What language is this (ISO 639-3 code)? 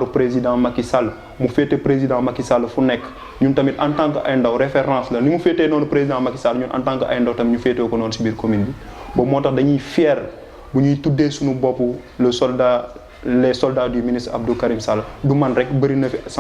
wol